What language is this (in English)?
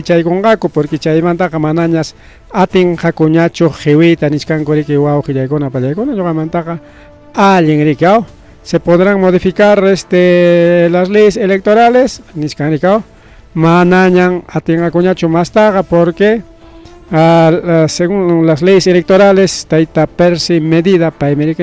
Ayacucho Quechua